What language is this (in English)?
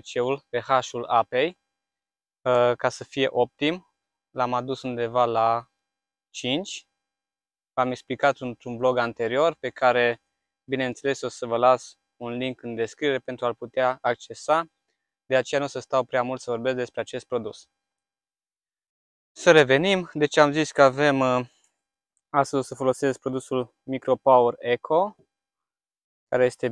Romanian